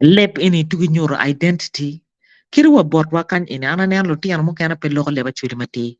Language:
Acoli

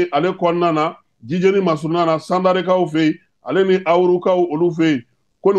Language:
Bambara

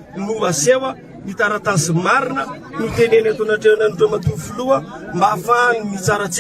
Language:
Malagasy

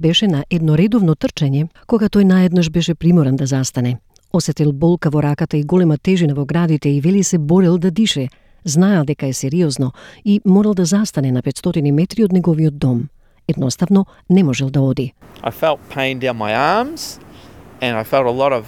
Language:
Macedonian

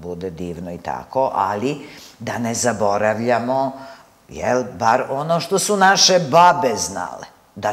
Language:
Serbian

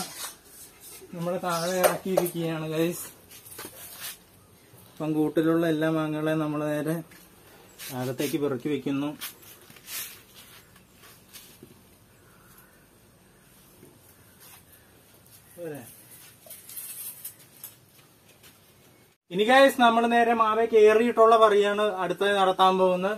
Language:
Malayalam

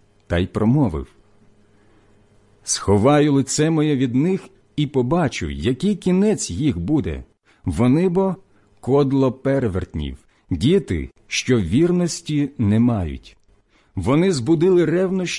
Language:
Ukrainian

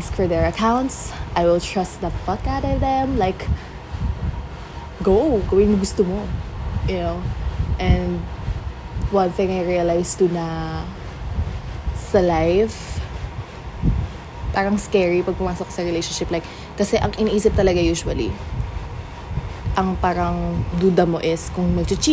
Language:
Filipino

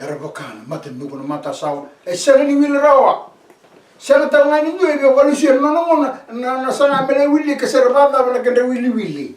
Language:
Fijian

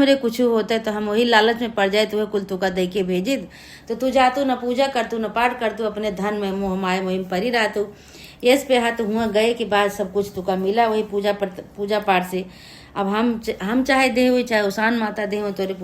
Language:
Awadhi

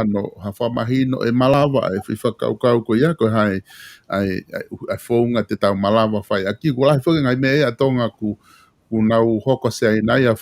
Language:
Tongan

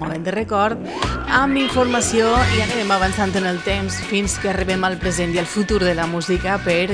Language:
Catalan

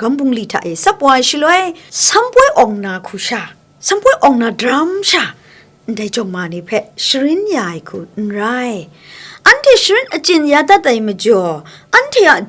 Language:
Kachin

